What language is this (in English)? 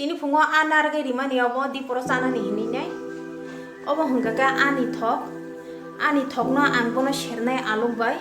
Kok Borok